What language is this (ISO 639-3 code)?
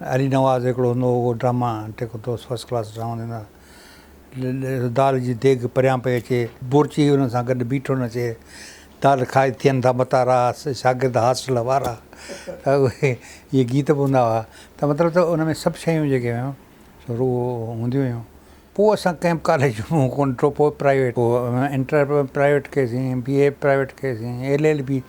snd